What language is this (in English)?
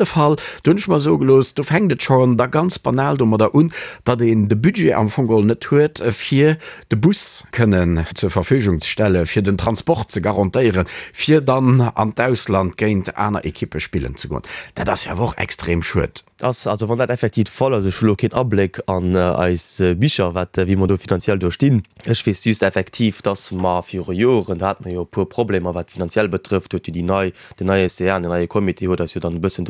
Luxembourgish